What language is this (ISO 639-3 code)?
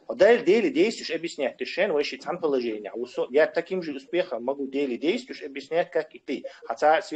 che